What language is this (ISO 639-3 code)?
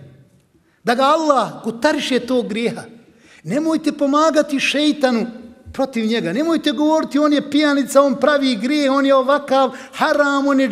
bos